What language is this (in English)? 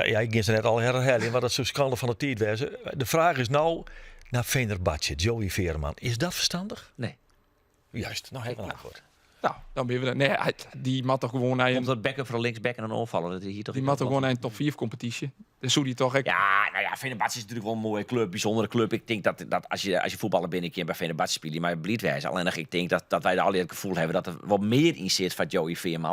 Western Frisian